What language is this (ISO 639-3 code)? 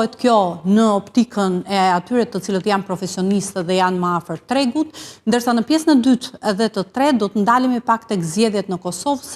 sqi